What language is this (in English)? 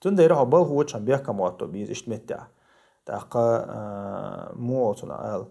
Chechen